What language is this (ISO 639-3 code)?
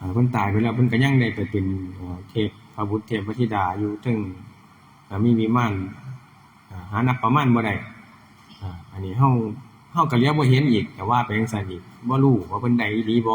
tts